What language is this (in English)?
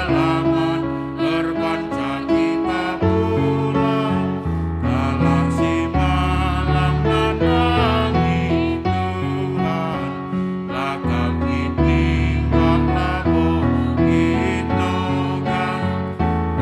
Batak Karo